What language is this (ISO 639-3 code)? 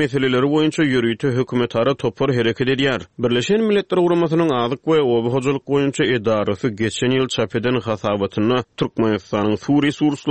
tuk